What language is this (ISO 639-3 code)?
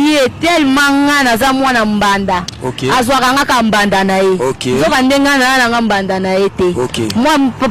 lin